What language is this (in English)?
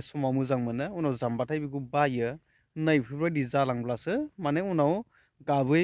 Bodo